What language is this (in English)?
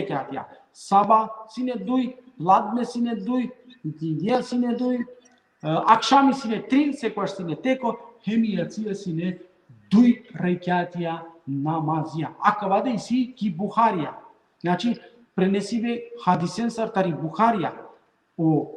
Balkan Romani